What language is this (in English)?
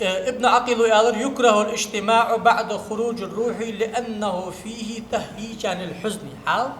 Ingush